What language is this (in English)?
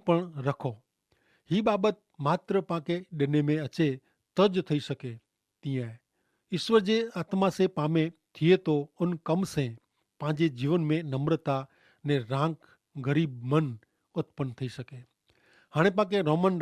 Kachhi